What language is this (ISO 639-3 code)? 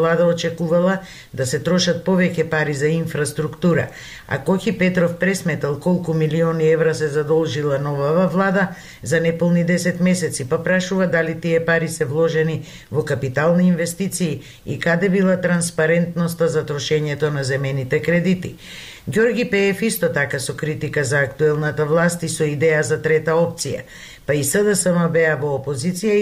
mkd